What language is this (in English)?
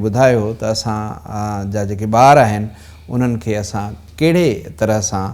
Sindhi